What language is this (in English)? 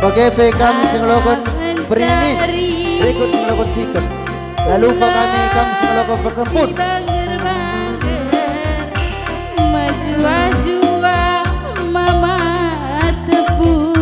Batak Karo